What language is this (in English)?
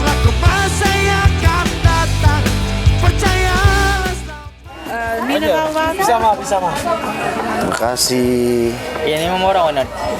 Ambonese Malay